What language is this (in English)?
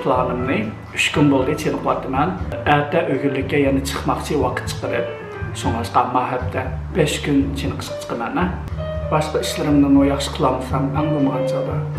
Uyghur